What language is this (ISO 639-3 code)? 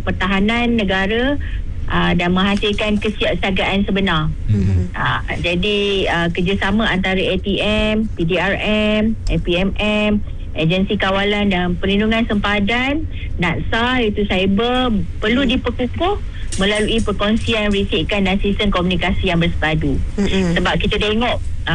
msa